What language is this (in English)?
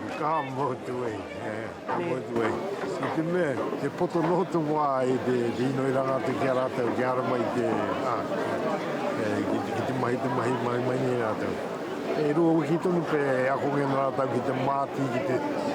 Māori